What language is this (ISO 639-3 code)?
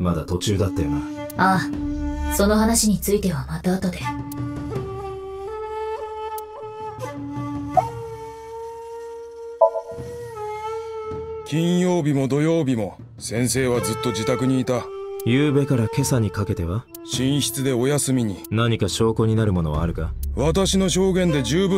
jpn